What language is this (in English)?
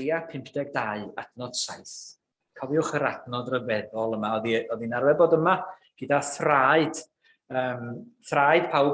Welsh